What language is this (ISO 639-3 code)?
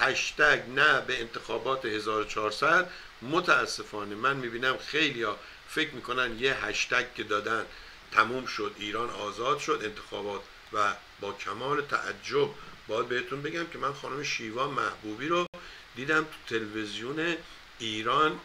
fas